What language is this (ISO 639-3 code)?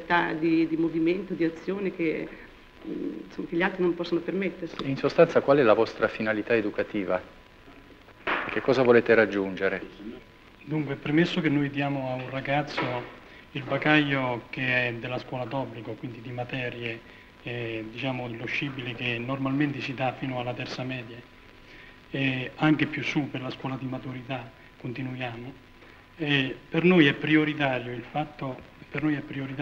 ita